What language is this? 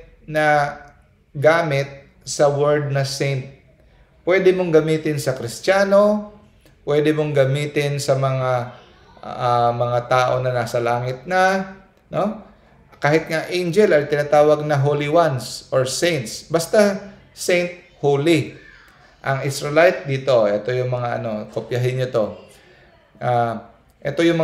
Filipino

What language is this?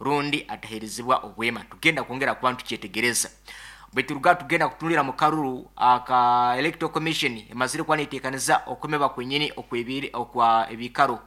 Nyankole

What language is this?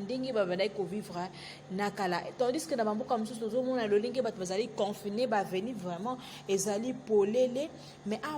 Lingala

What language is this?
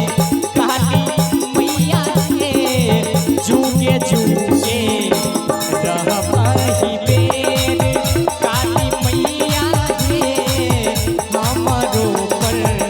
Maithili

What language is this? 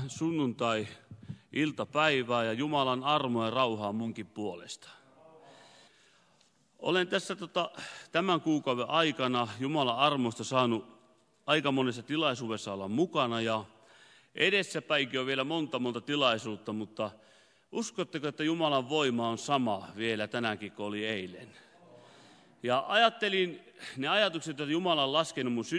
Finnish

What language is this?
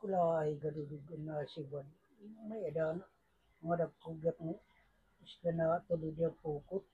Waray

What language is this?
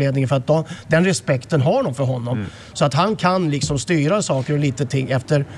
Swedish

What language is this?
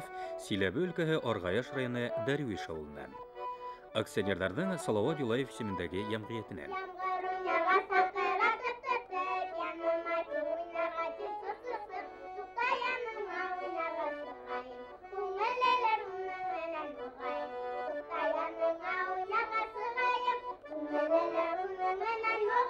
Bashkir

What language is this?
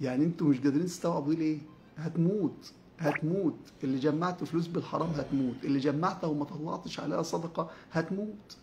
Egyptian Arabic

